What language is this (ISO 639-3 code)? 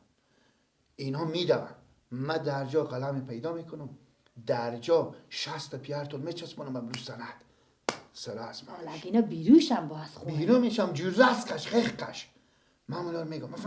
fas